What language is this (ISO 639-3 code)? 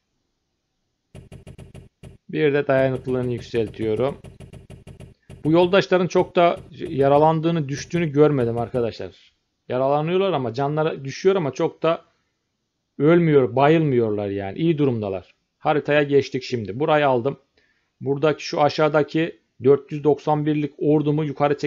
tur